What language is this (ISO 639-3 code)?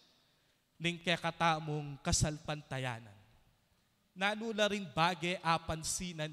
pam